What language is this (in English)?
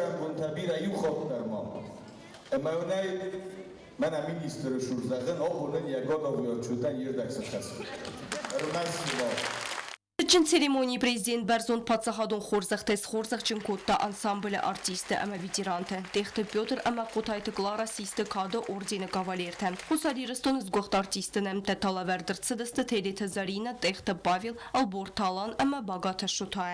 Ossetic